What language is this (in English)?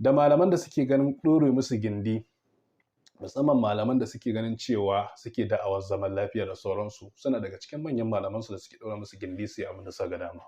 Hausa